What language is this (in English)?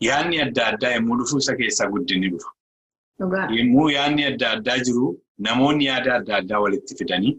Oromo